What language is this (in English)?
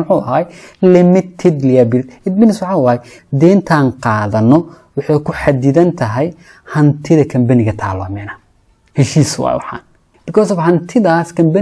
Somali